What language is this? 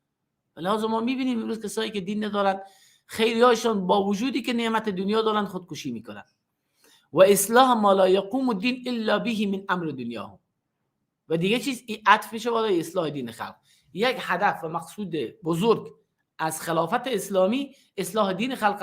Persian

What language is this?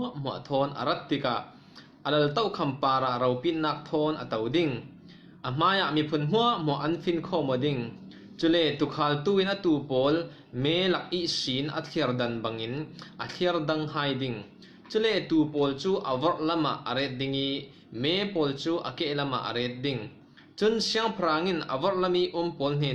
Falam Chin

